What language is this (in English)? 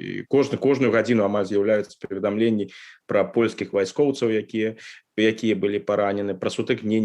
Belarusian